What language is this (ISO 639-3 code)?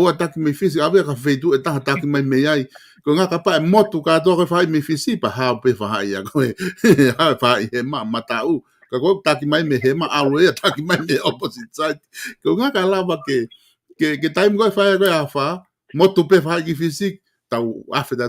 ton